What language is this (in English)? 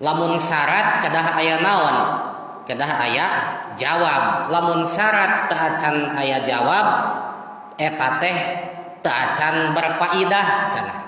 Sundanese